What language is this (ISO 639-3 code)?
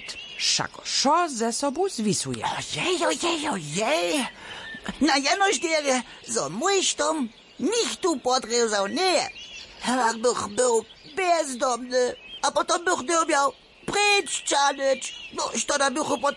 hsb